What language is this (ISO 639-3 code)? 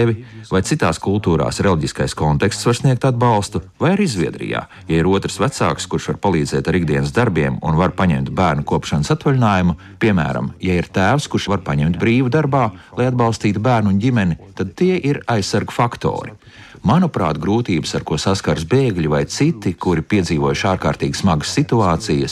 lav